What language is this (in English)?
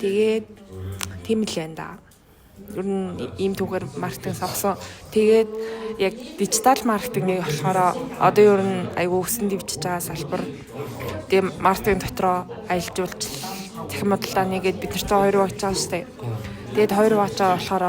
Mongolian